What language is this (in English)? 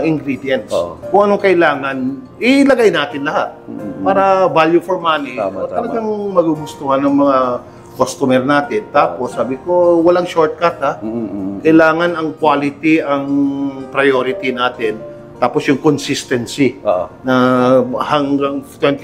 Filipino